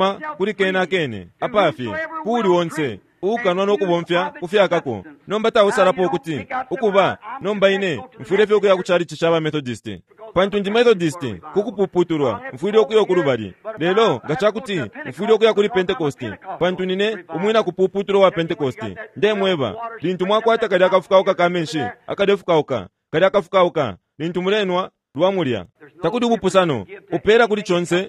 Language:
Bemba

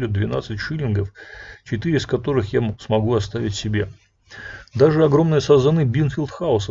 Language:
Russian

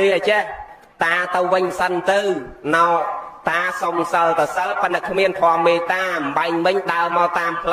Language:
Khmer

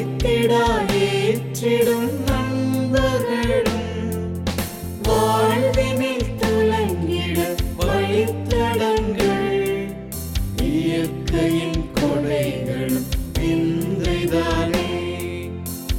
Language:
Tamil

